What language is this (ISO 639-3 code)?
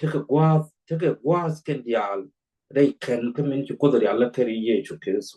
nus